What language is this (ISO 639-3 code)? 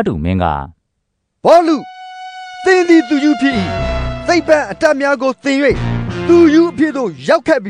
mya